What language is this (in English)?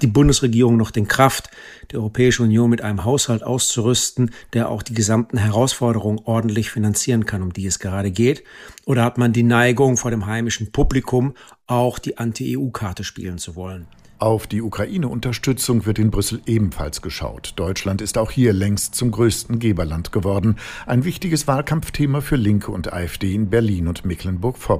German